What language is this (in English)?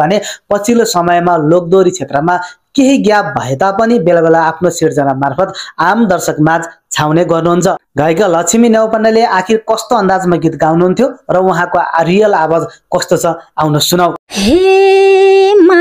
Nepali